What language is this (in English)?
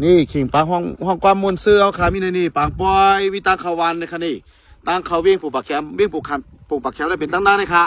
Shan